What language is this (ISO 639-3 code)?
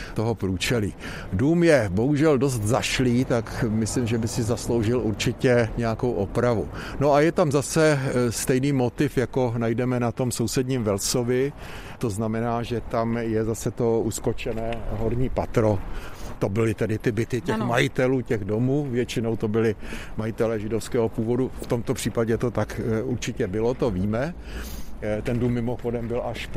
ces